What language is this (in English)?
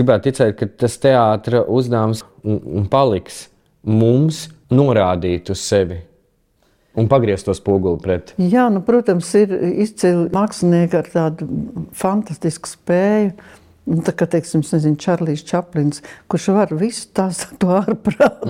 Latvian